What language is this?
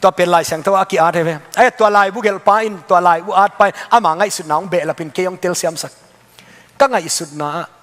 Tedim Chin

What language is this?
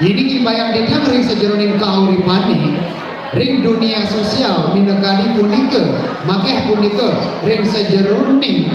Balinese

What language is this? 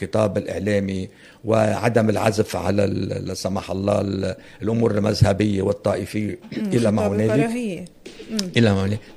North Levantine Arabic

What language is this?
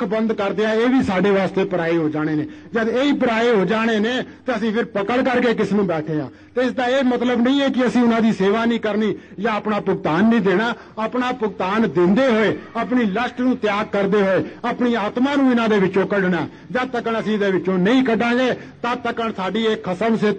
Punjabi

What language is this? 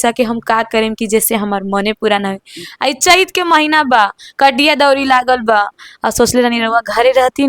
Bhojpuri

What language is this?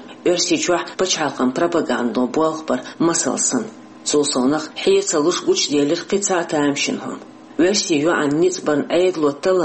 Chechen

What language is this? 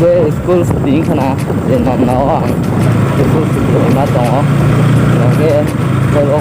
Kok Borok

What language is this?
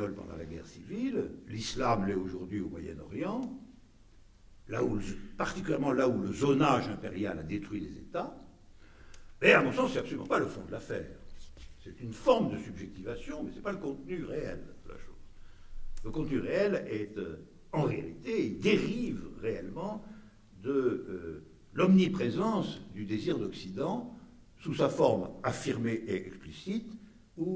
French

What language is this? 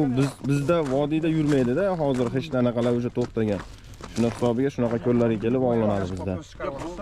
Uzbek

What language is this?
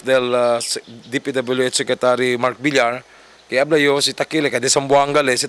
Chavacano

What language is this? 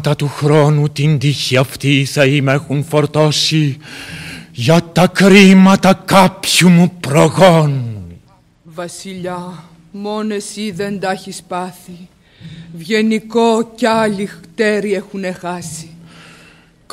Greek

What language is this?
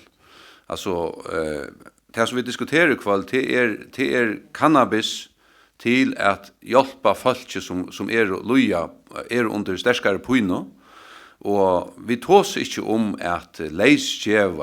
Faroese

